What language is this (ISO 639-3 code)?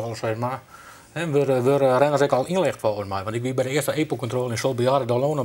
fry